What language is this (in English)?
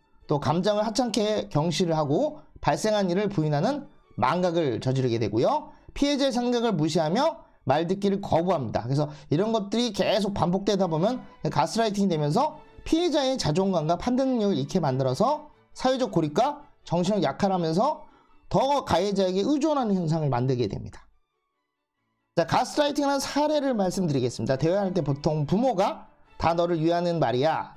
Korean